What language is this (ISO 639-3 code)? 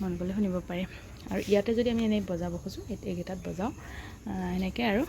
asm